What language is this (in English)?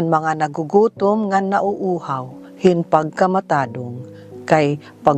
Waray